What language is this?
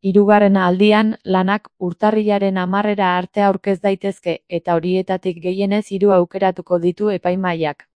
Basque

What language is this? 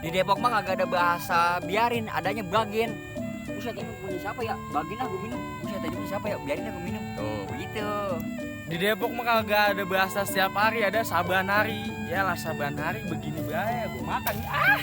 Betawi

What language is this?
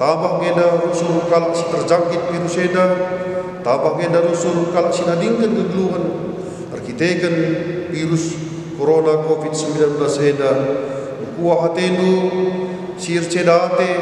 Batak Karo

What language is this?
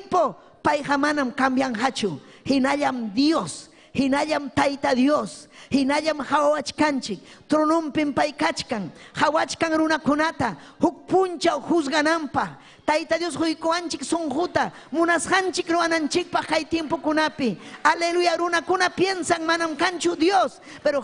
Ayacucho Quechua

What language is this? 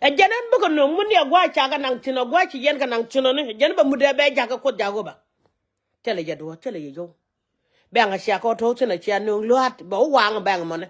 Nuer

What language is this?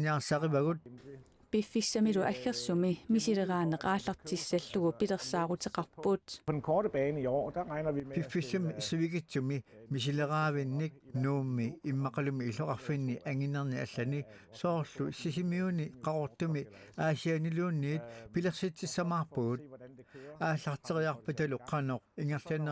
Kalaallisut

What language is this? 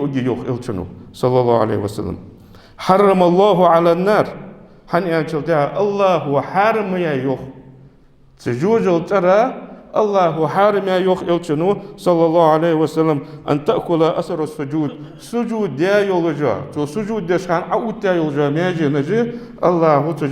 Ingush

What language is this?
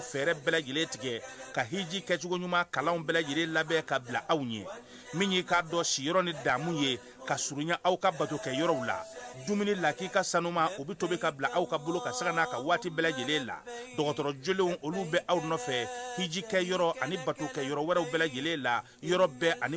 Bambara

